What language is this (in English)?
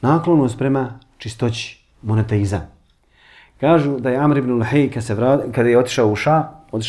Bosnian